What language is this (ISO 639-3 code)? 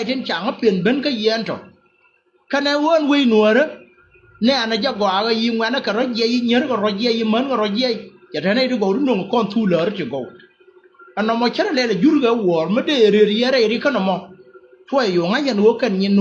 nus